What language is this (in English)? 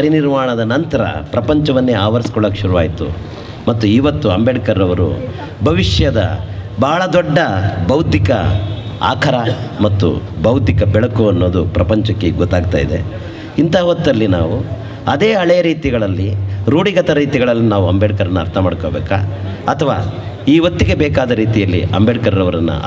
Kannada